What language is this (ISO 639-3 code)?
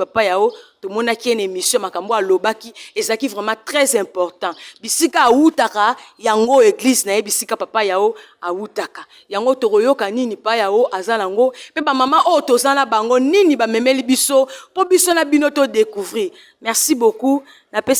lin